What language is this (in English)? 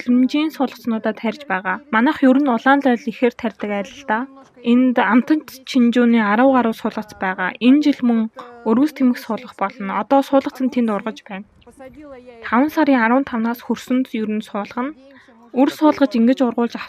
Mongolian